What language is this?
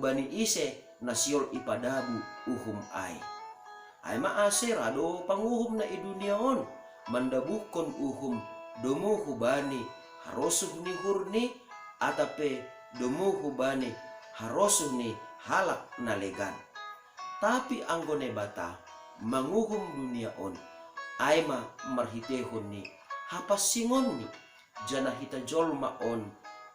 Batak Simalungun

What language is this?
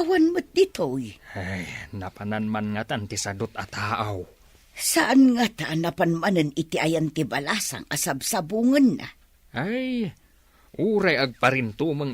Iloko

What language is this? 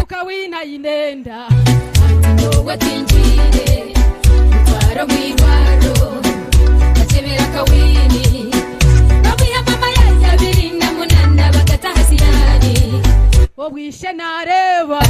Nyankole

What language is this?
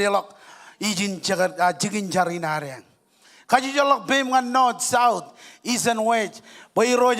Marshallese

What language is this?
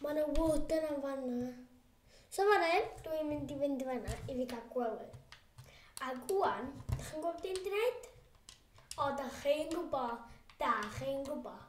Welsh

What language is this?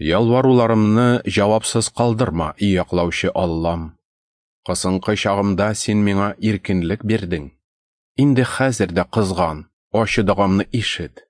Tatar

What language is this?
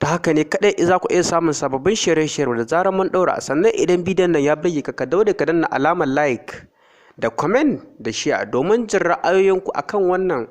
Hausa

